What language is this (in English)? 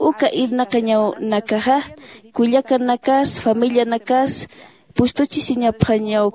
Aymara